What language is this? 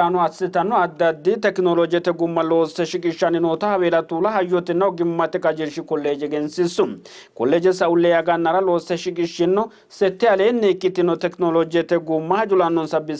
Sidamo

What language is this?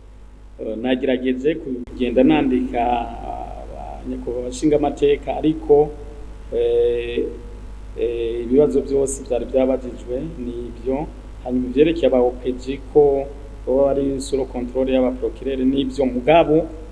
Rundi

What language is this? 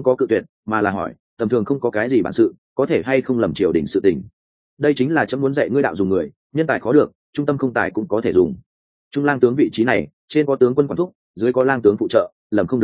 Vietnamese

